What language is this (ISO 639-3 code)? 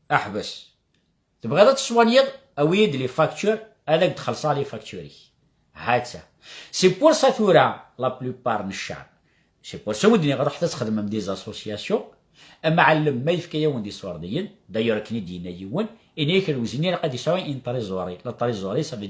kab